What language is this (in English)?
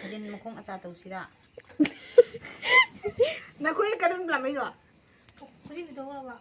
Manipuri